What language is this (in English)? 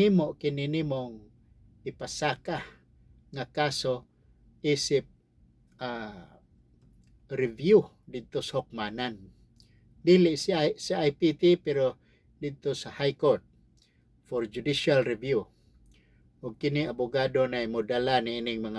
Cebuano